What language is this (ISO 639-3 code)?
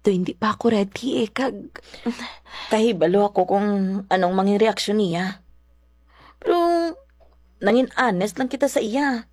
hil